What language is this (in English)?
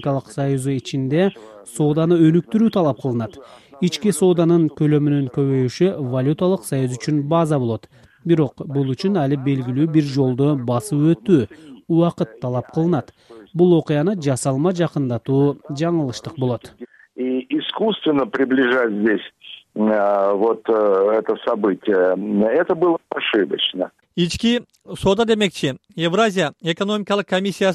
Kyrgyz